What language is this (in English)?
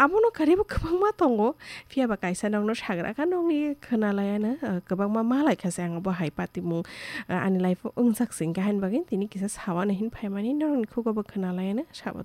Kok Borok